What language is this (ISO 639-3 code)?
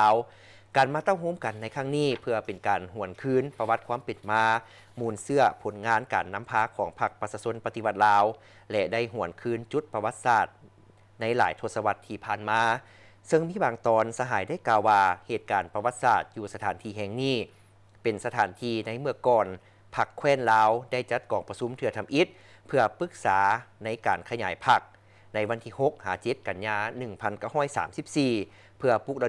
lao